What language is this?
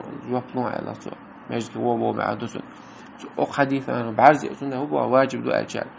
Chechen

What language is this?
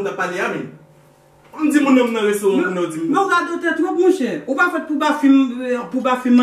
Haitian Creole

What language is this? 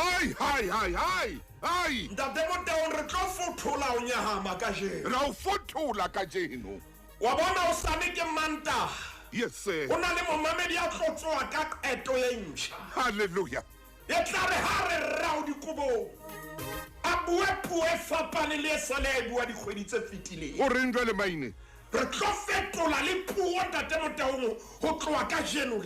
Southern Sotho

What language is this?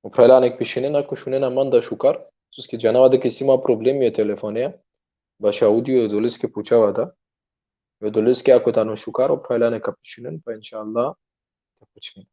Balkan Romani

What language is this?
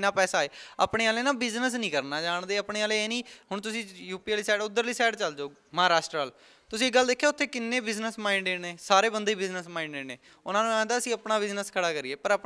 Punjabi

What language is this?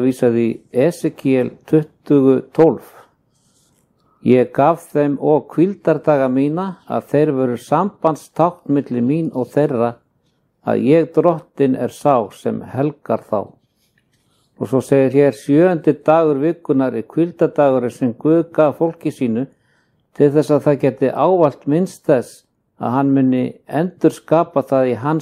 Icelandic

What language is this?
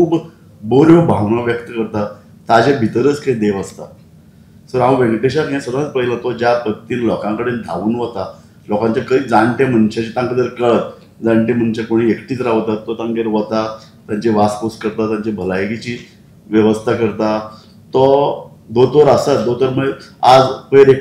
Konkani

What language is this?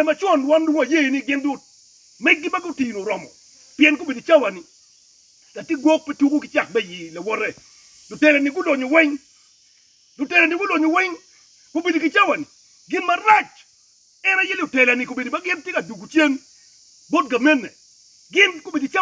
Acoli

